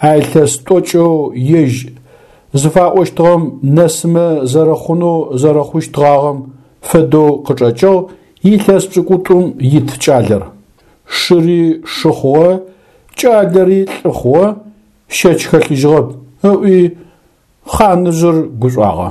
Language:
Adyghe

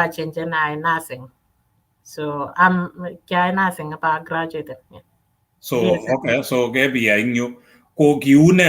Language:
Kalenjin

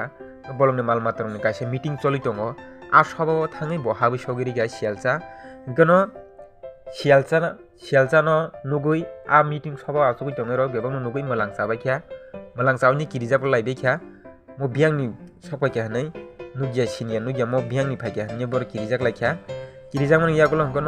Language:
Kok Borok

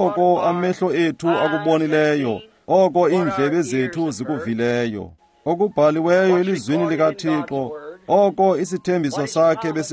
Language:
Xhosa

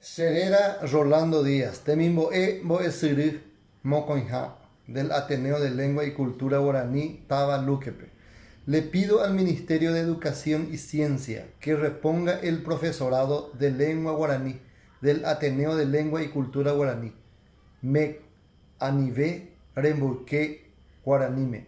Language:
Guarani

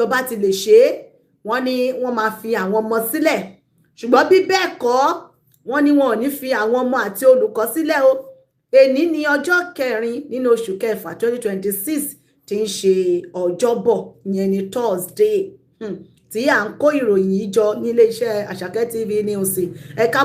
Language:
Yoruba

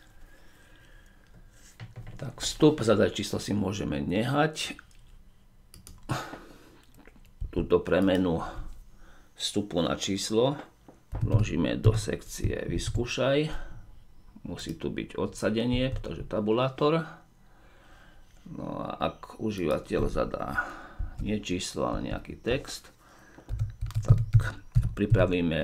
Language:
Slovak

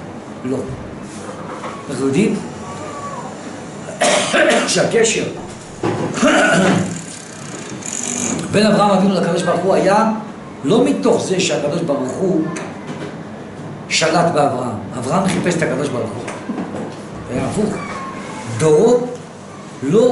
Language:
Hebrew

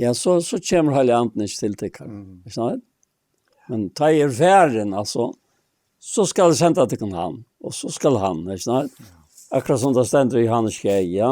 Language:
Faroese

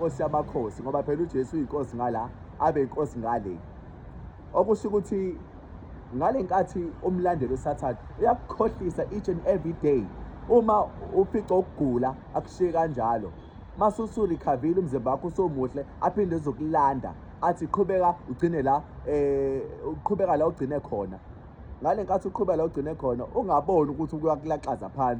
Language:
Zulu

